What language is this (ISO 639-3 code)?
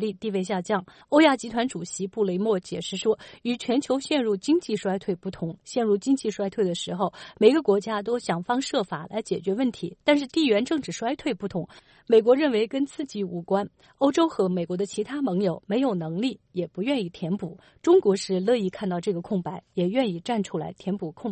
zho